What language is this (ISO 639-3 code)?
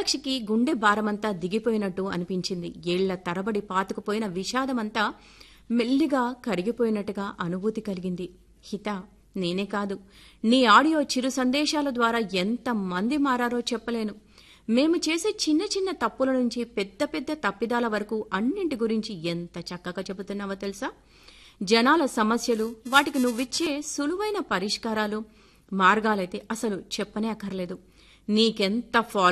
tel